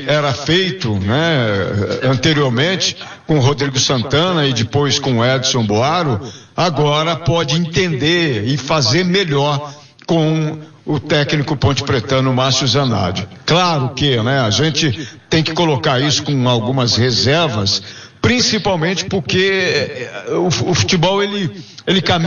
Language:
Portuguese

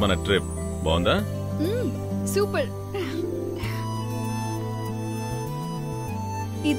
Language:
Telugu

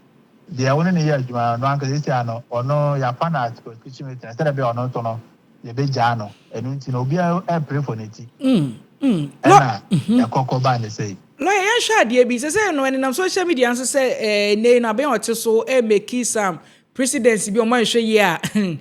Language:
Akan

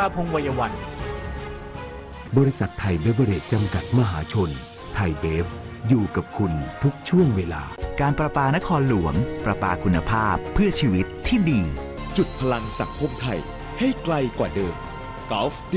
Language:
Thai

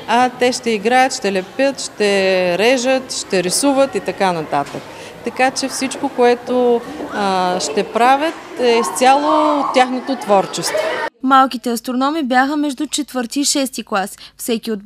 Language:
Bulgarian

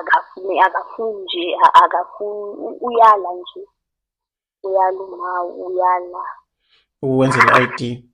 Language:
Zulu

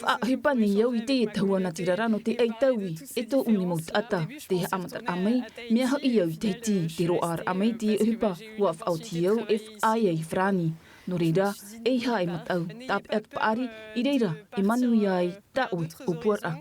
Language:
Tahitian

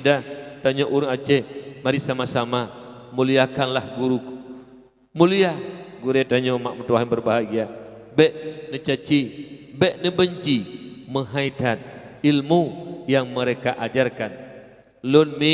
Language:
Achinese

